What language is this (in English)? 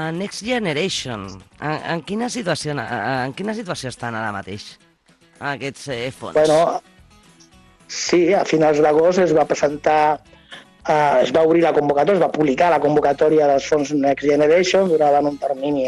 Catalan